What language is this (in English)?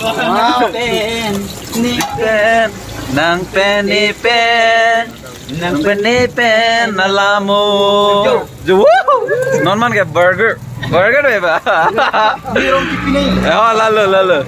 Karbi